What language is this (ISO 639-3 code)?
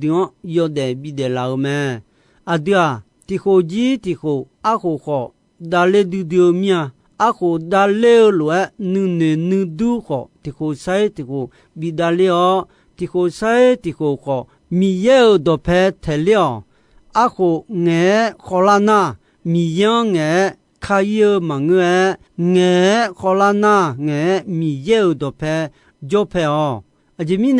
ahk